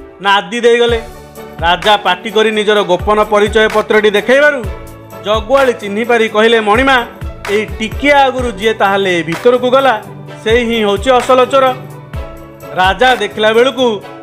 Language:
Odia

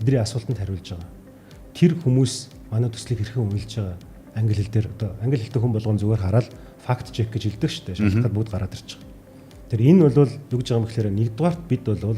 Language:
Mongolian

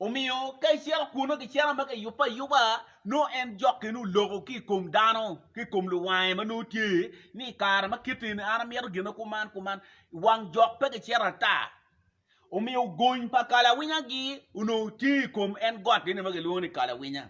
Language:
Acoli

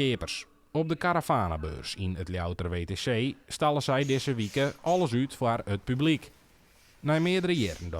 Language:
Western Frisian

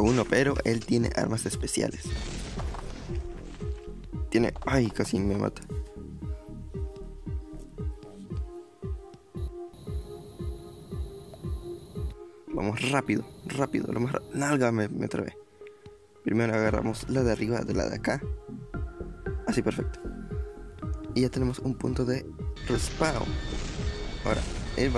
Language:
Spanish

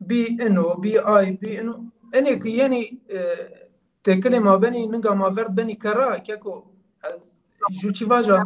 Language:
Zaza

